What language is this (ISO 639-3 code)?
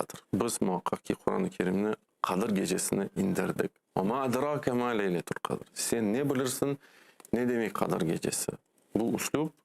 crh